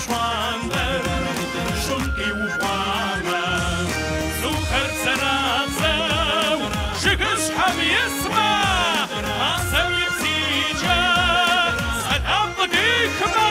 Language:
Kabardian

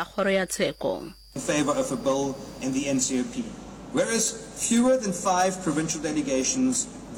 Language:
Northern Sotho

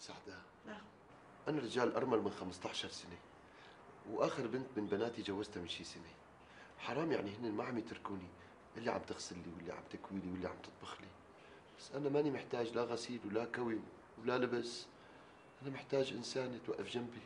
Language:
North Levantine Arabic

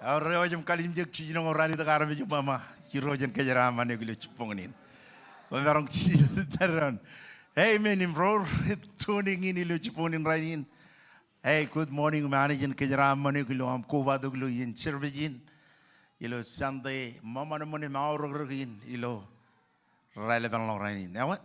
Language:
Marshallese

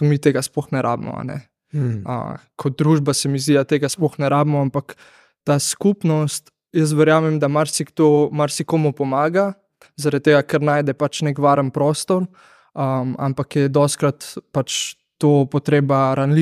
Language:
Slovenian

